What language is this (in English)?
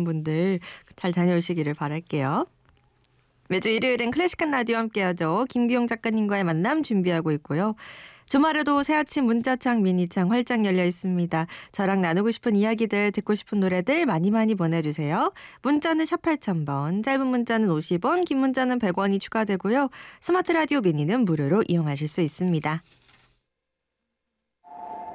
Korean